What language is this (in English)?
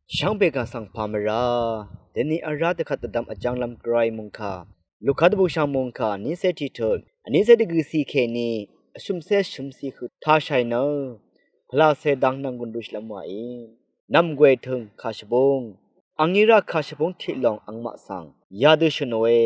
Rawang